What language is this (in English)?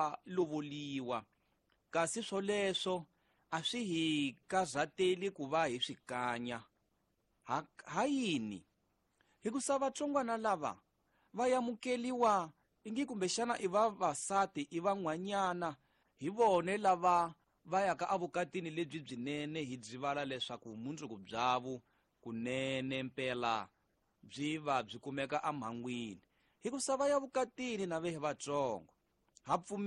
Tsonga